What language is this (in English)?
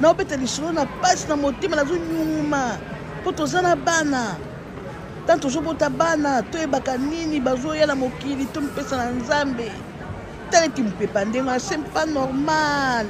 Lingala